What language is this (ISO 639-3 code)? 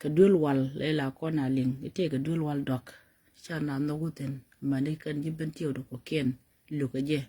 nus